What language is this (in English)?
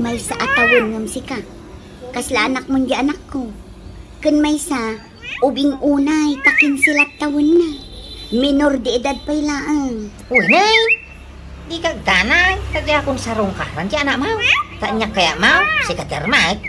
Iloko